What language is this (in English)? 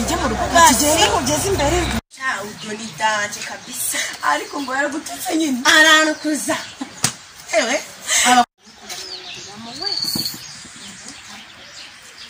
Kinyarwanda